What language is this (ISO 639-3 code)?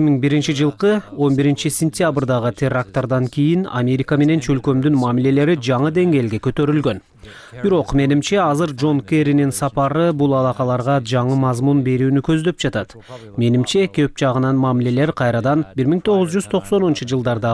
kir